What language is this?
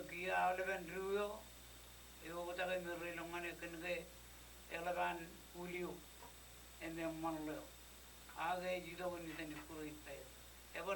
Marshallese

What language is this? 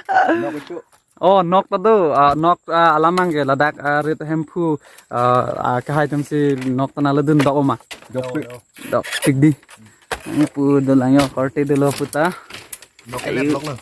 Karbi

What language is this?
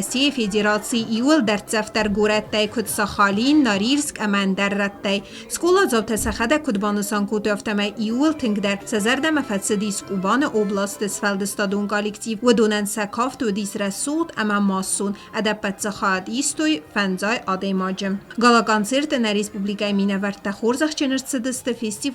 Ossetic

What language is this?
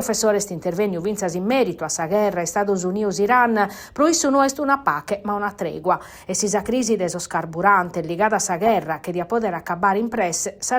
Sardinian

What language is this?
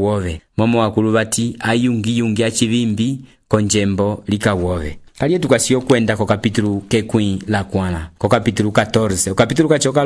Umbundu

